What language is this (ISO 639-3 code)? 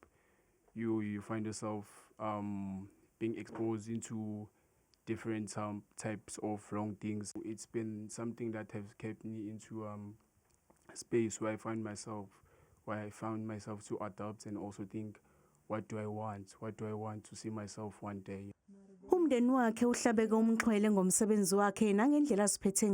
zul